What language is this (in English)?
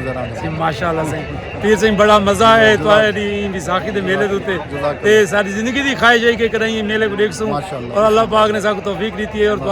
Saraiki